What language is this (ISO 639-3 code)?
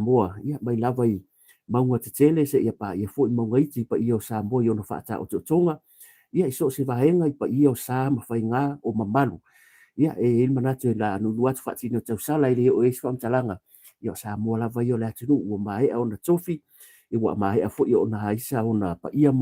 smo